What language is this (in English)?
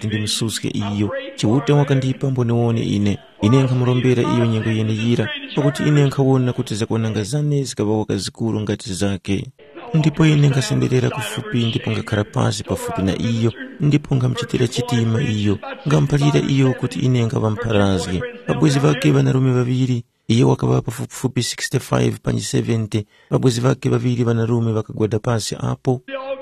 Tumbuka